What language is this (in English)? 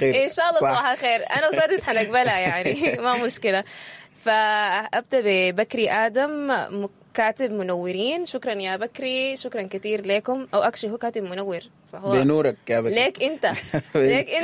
Sudanese Arabic